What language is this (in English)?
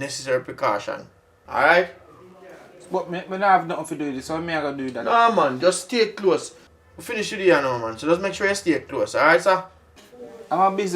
Jamaican Creole English